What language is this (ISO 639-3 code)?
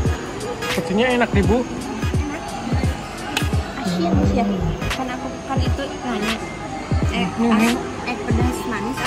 ind